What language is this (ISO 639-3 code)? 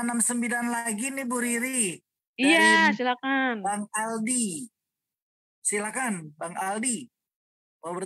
ind